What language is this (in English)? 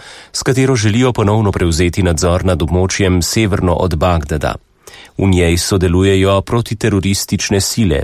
Slovenian